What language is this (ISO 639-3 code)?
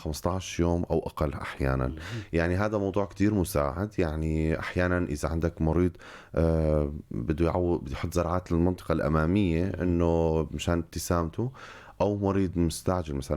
apc